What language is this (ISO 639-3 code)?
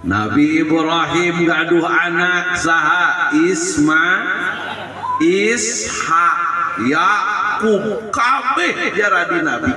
sun